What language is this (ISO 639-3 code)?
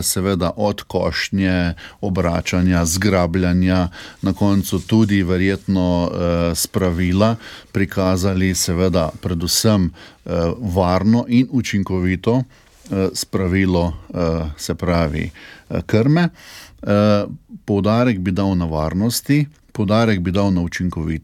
slv